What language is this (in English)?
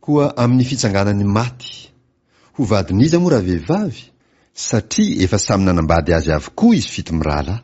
Malagasy